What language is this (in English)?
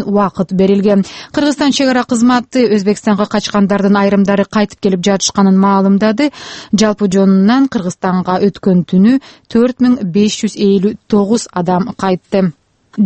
Kyrgyz